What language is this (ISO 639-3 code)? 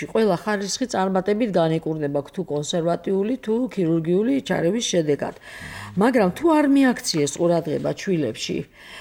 kat